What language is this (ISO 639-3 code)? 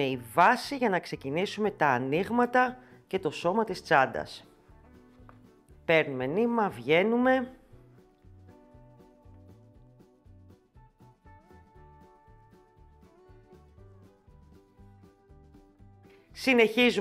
ell